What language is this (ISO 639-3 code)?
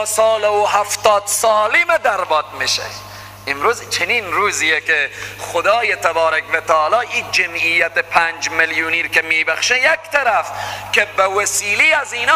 fas